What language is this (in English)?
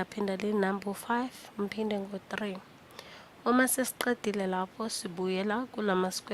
Zulu